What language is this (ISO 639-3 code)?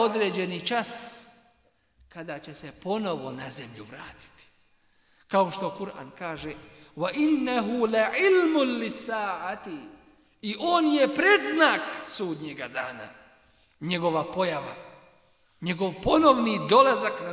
bos